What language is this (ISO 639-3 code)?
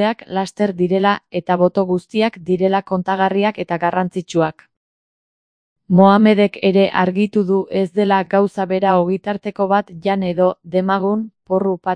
eus